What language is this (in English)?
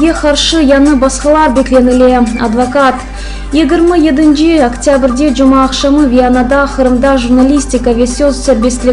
Crimean Tatar